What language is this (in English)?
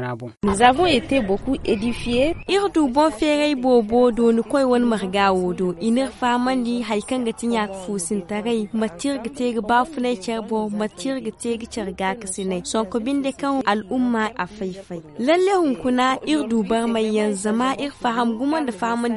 Zarma